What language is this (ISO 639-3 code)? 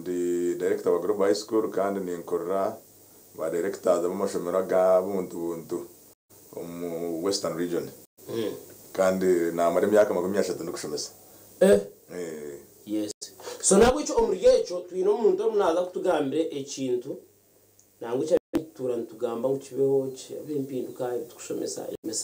nyn